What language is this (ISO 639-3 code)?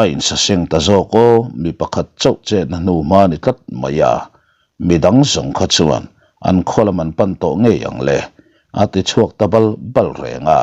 lus